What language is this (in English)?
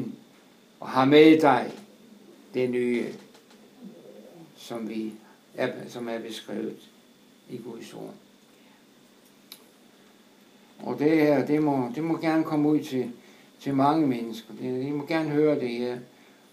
Danish